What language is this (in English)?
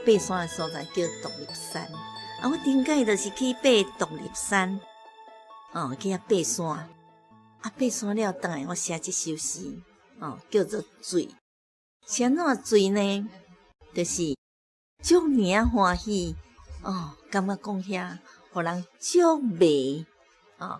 Min Nan Chinese